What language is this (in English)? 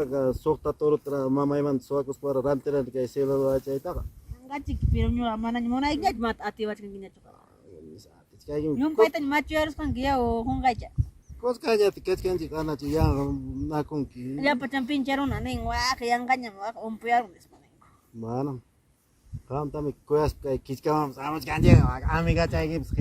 Ayacucho Quechua